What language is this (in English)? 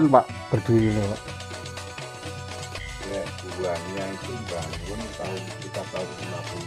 Indonesian